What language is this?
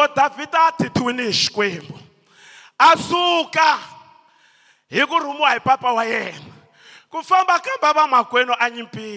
Tsonga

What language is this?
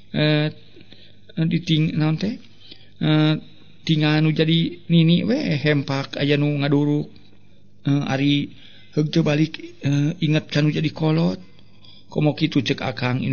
Sundanese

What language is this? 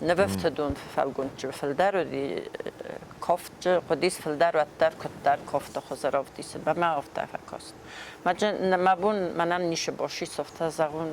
Ossetic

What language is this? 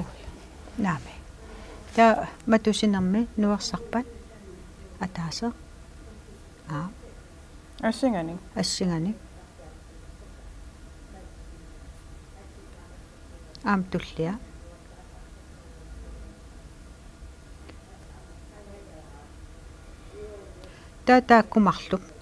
Kalaallisut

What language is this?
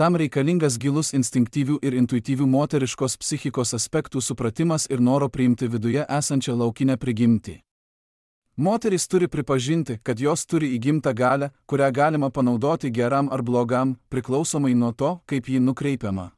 Lithuanian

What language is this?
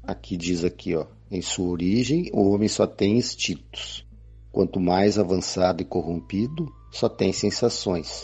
Portuguese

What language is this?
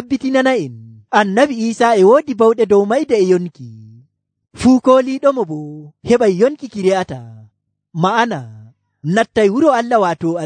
Nigerian Fulfulde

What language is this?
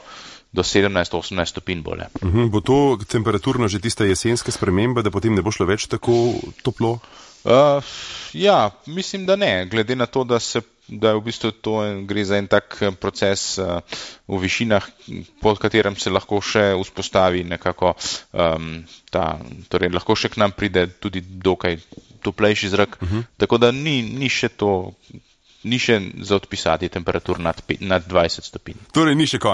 Slovenian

